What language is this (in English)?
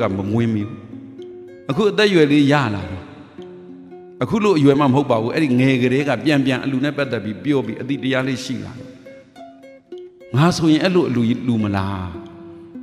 Burmese